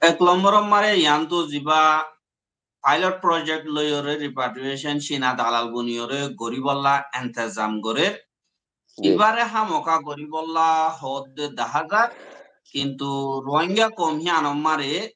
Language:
Rohingya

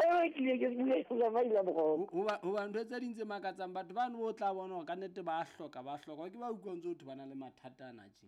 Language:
Southern Sotho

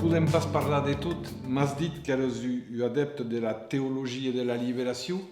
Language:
Occitan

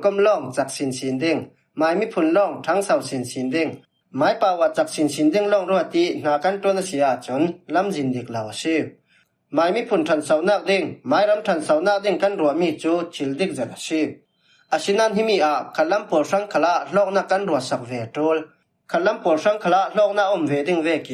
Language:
Falam Chin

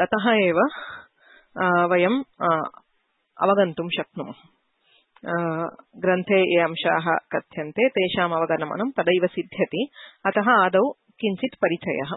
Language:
Sanskrit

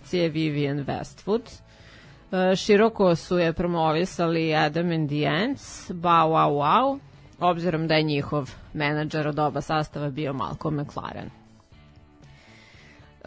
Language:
Serbian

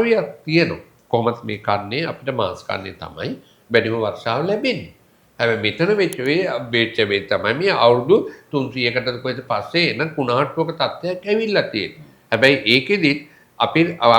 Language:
Sinhala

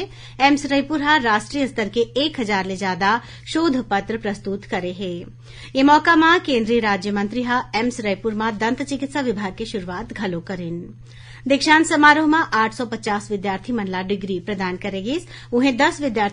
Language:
Chhattisgarhi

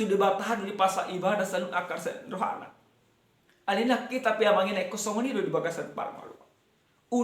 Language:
Batak Toba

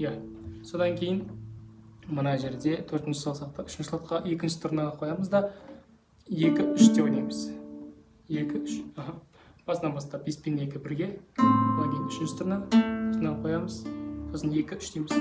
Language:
Kazakh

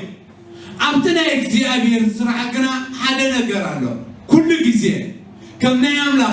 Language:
Tigrinya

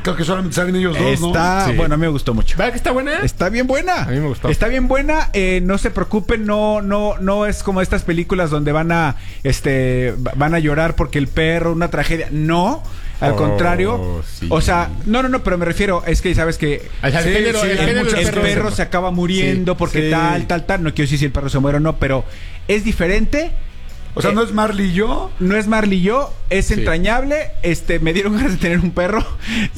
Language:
Spanish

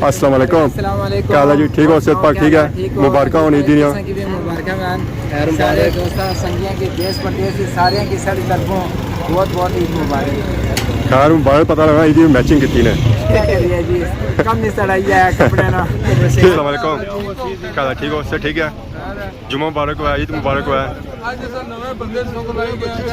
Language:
Pahari-Potwari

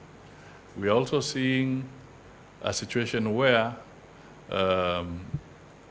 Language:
Gusii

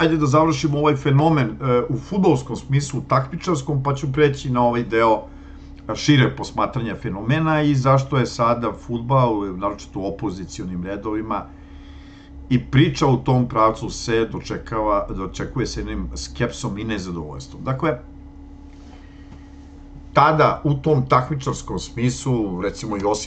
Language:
Serbian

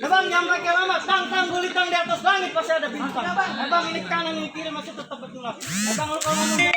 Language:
Betawi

